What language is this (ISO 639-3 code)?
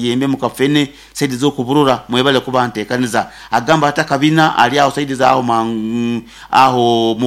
nyo